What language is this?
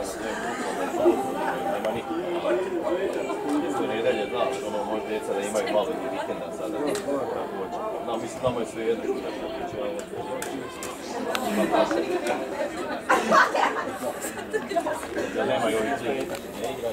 Croatian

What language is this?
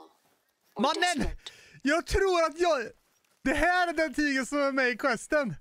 Swedish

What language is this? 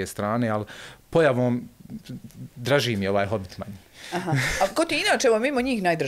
Bosnian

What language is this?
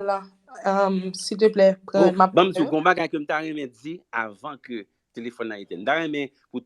Haitian Creole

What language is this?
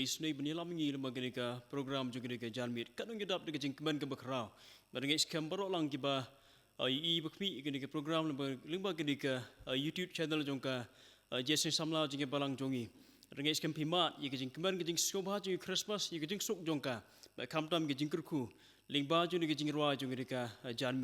Khasi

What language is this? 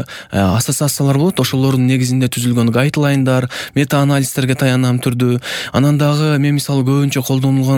Kyrgyz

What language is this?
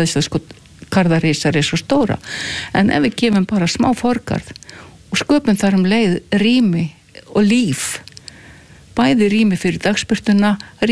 Icelandic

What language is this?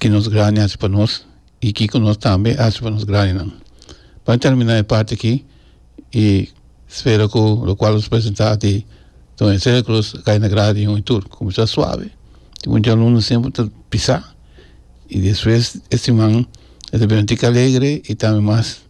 Papiamento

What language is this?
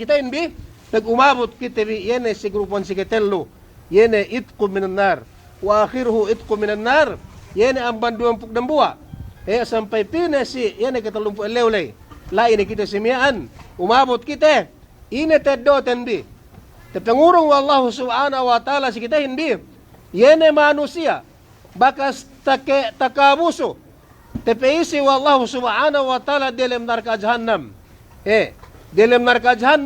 Yakan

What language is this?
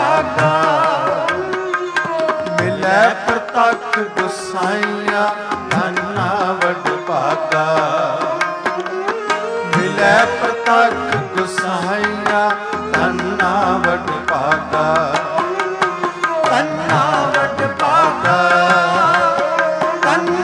Punjabi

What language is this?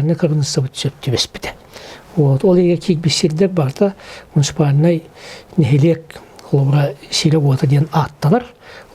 Yakut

